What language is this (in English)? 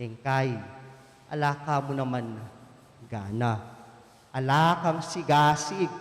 Pampanga